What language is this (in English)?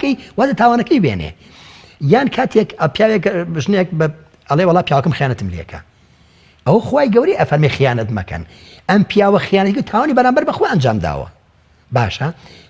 Central Kurdish